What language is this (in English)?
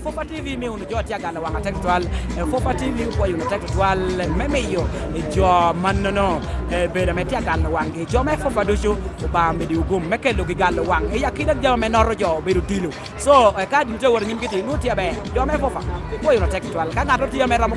Lango (Uganda)